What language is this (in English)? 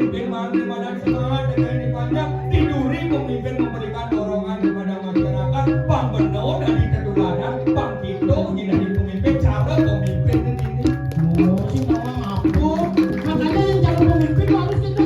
Balinese